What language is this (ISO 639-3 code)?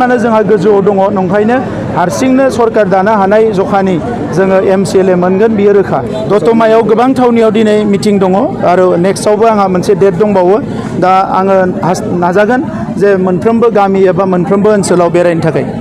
brx